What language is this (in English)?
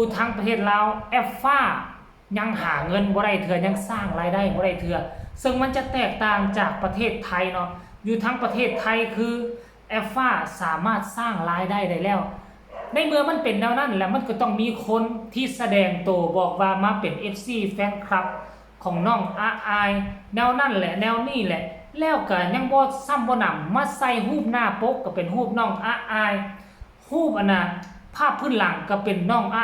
Northeastern Thai